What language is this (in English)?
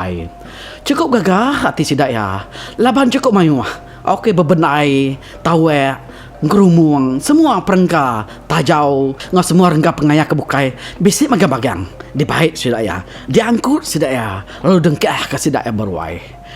Iban